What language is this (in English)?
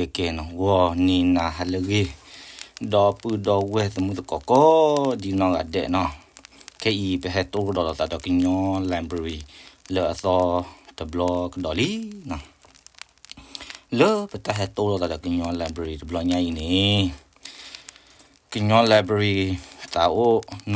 S'gaw Karen